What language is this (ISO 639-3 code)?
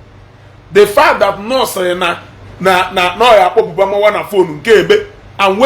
ibo